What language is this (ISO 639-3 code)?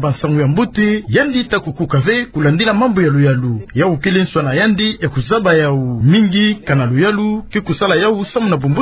ktu